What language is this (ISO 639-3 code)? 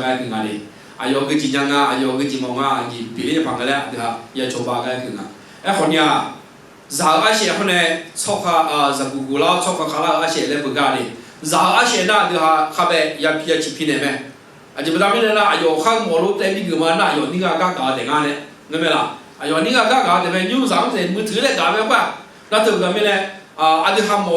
ahk